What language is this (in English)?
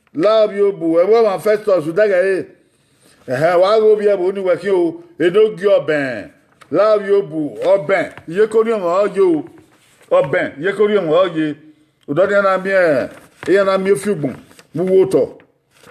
Bini